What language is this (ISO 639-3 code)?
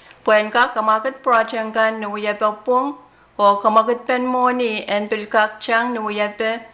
pon